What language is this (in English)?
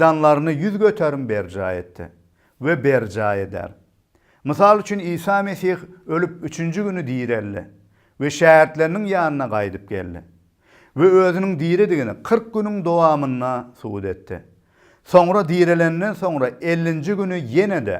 Turkmen